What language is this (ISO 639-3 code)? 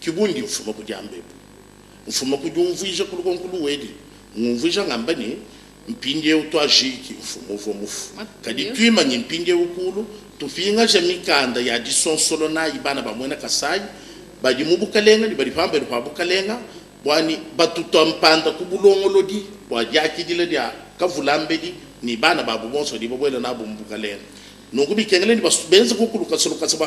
lua